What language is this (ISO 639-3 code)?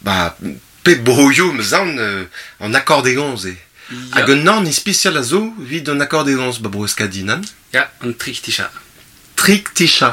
bre